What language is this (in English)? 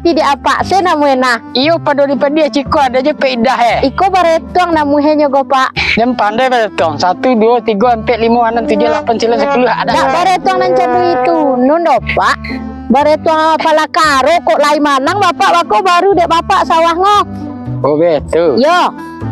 Minangkabau